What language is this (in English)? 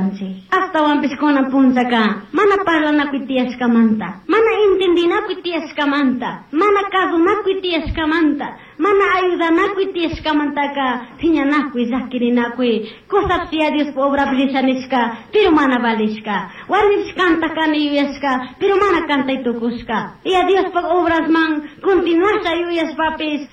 Chimborazo Highland Quichua